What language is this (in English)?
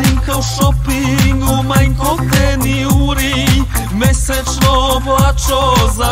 Slovenian